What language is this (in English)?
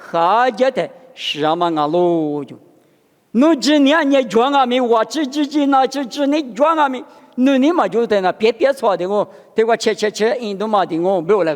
Lisu